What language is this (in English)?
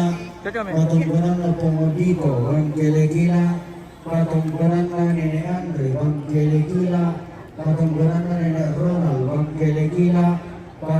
Toraja-Sa'dan